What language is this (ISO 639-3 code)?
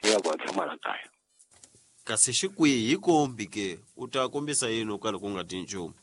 tso